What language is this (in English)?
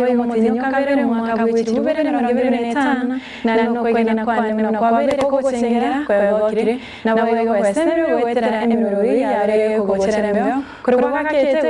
Gusii